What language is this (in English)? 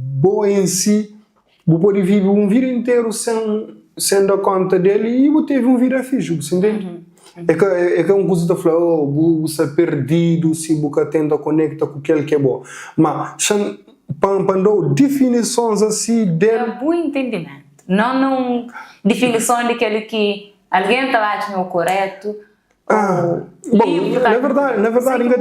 Kabuverdianu